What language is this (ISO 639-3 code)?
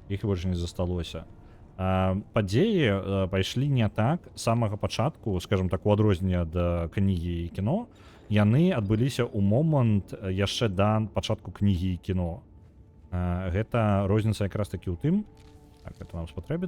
bel